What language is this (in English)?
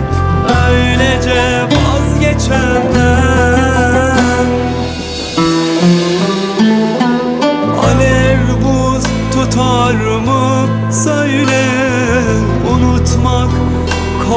Turkish